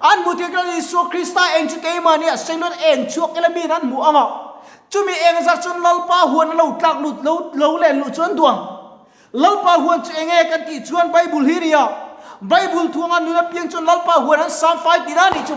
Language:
Mizo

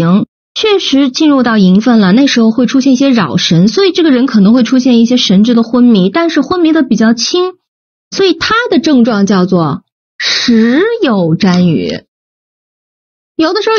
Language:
Chinese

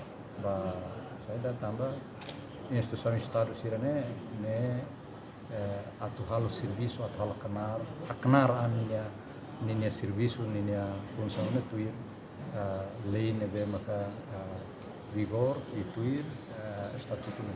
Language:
Tetum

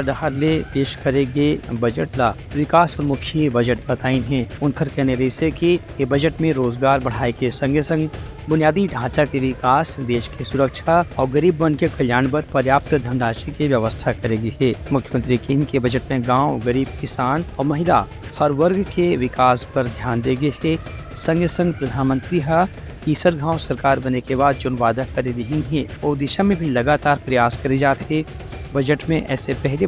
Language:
Chhattisgarhi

